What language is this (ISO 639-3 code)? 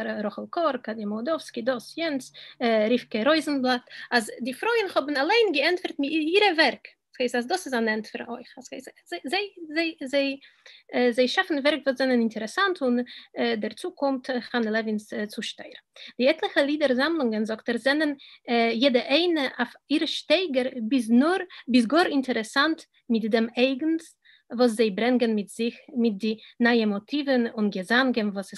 yid